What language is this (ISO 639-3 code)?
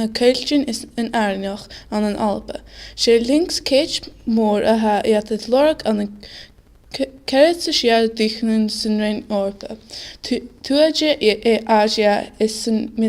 gla